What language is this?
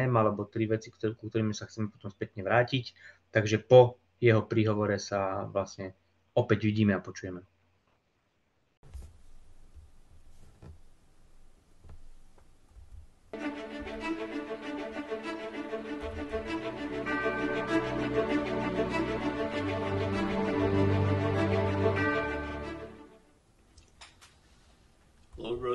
Slovak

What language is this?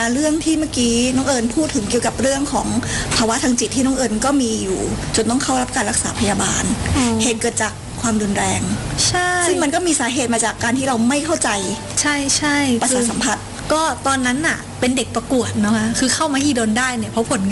Thai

